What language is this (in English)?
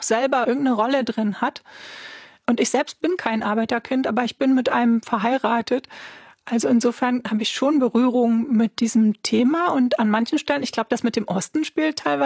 German